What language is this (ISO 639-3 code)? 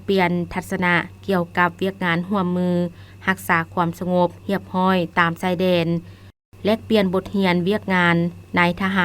lao